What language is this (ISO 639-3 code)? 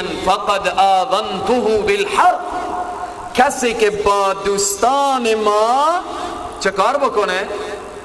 fas